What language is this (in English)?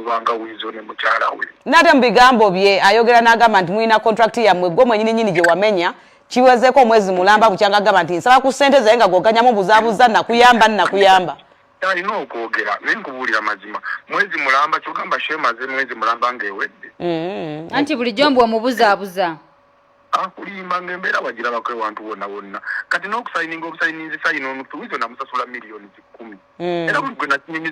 Ganda